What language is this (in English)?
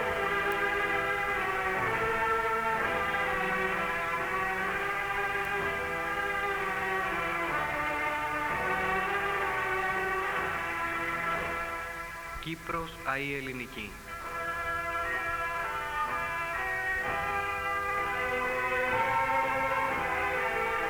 Greek